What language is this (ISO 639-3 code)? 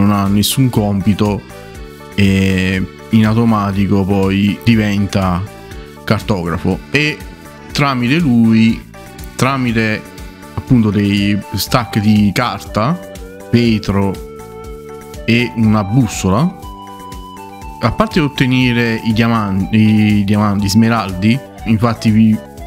ita